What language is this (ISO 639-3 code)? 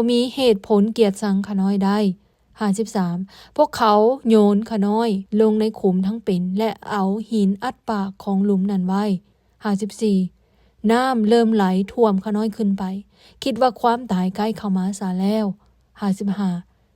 lao